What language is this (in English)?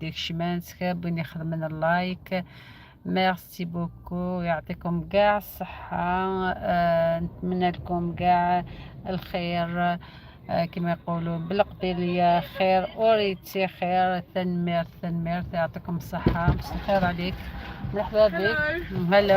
Algerian Arabic